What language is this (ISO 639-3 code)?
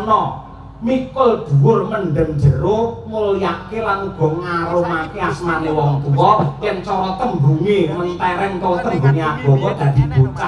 jav